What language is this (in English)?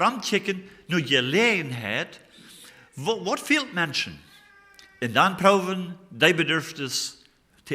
Plautdietsch